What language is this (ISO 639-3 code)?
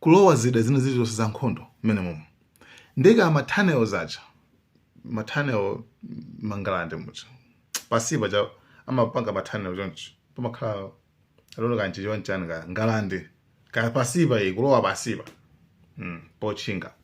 nya